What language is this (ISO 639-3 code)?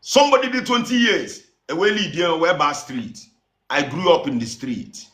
ibo